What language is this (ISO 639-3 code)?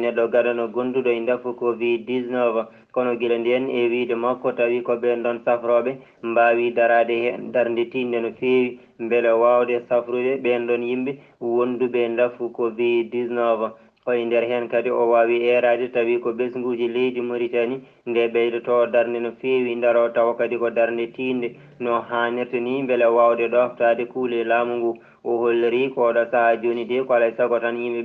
ful